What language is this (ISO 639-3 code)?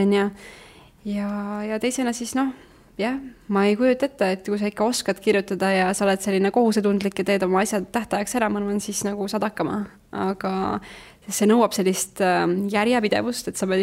est